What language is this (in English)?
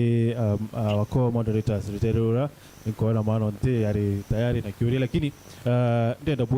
Meru